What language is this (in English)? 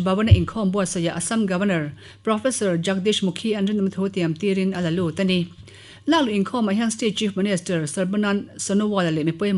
Mizo